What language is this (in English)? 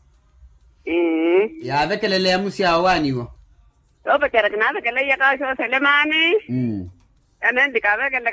Makhuwa